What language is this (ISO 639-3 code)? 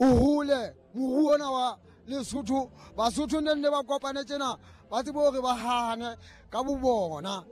sot